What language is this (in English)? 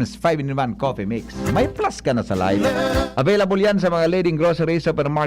Bikol